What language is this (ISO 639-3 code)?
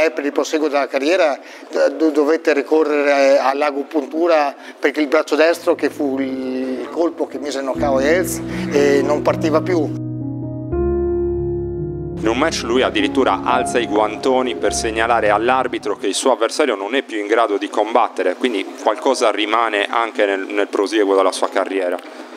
ita